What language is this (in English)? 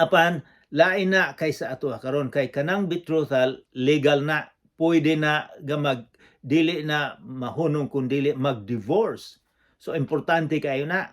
Cebuano